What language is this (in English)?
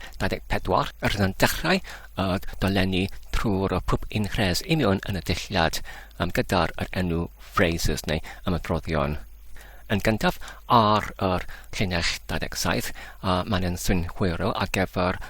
Welsh